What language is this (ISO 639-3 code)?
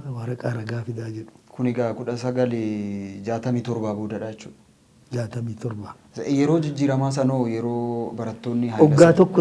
orm